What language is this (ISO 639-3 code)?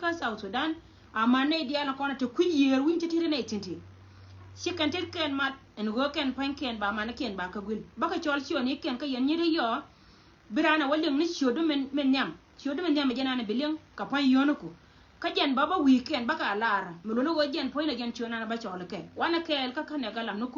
nus